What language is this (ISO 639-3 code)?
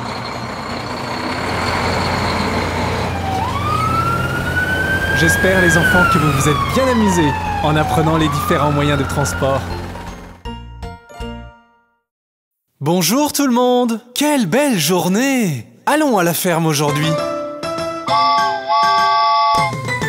fra